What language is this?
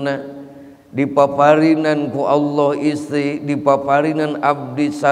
Sundanese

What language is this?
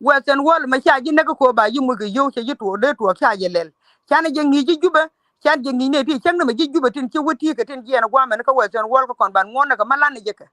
Nuer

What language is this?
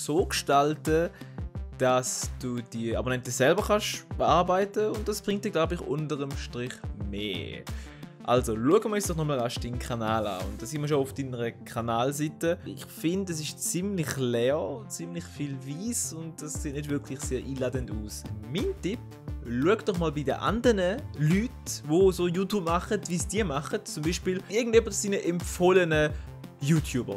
Swiss German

